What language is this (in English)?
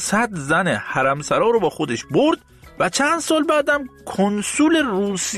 Persian